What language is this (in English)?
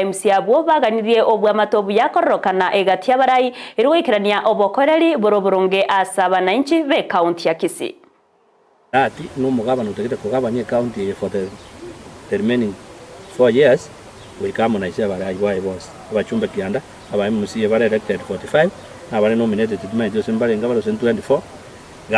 Gusii